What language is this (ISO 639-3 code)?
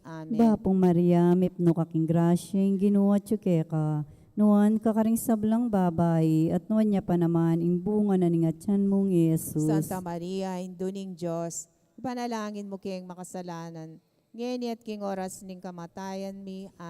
pam